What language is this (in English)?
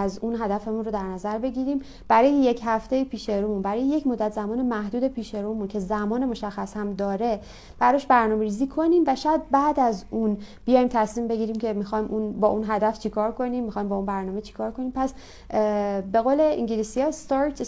Persian